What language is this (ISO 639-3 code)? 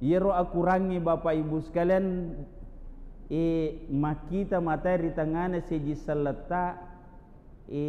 bug